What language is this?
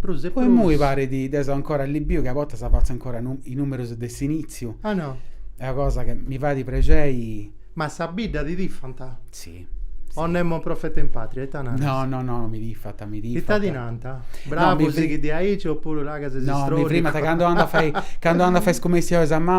Sardinian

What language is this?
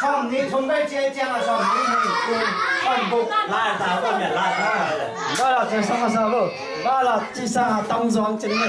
Tedim Chin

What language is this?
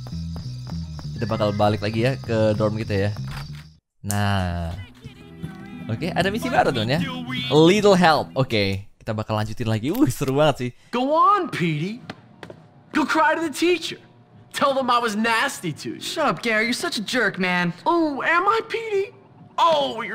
Indonesian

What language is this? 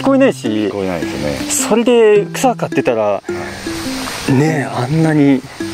Japanese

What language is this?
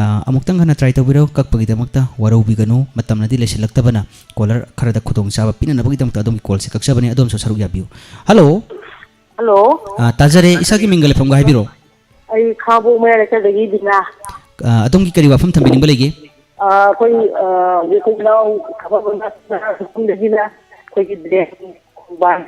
Manipuri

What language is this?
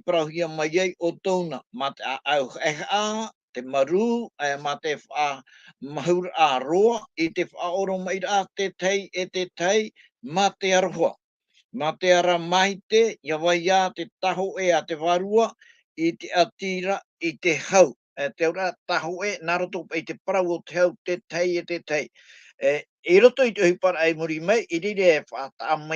Tahitian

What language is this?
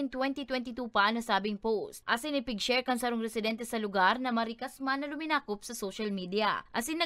Bikol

